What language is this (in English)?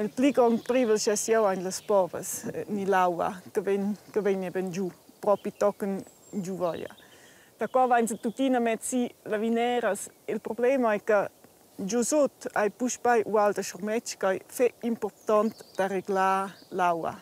Romansh